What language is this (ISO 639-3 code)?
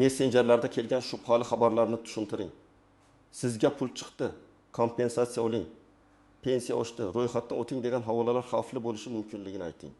uzb